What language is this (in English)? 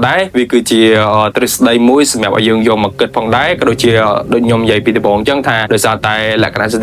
Khmer